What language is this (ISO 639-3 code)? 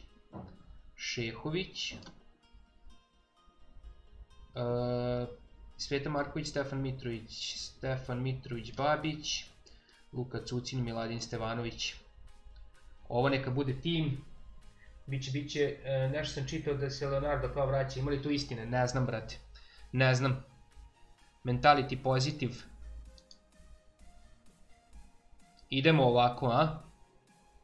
srp